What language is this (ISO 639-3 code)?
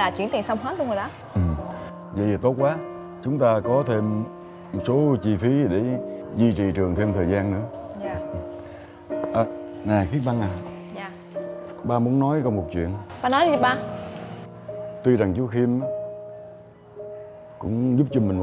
vie